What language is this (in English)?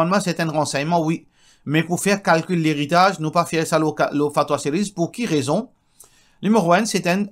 Morisyen